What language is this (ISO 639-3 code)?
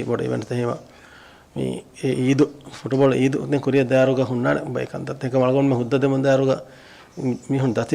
div